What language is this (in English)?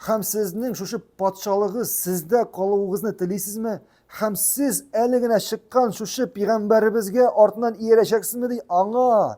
Tatar